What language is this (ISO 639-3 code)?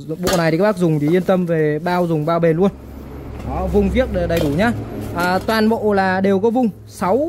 vie